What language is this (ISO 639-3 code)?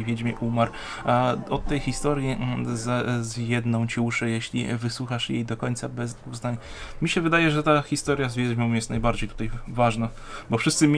pol